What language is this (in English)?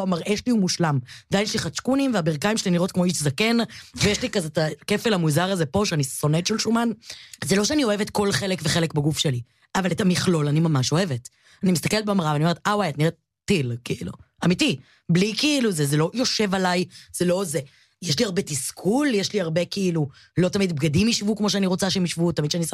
Hebrew